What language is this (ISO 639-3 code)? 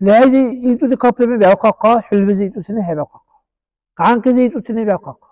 dar